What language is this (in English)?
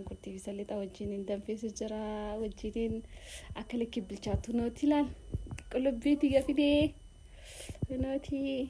Oromo